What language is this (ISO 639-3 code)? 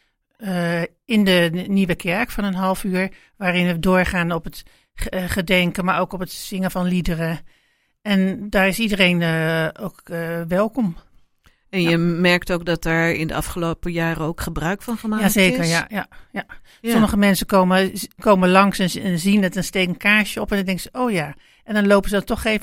nld